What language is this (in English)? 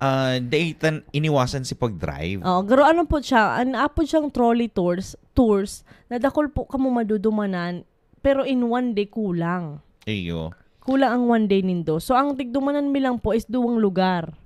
Bikol